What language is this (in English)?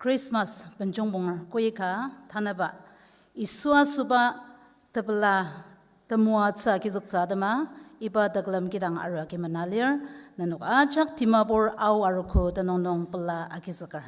Ao Naga